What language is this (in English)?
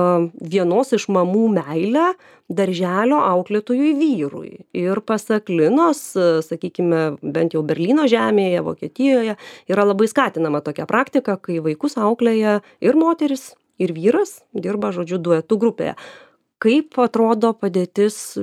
Lithuanian